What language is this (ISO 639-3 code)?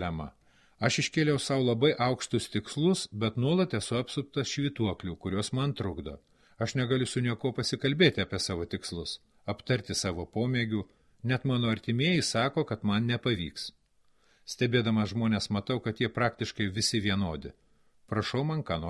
lit